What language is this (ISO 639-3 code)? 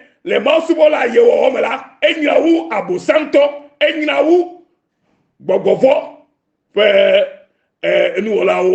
ewe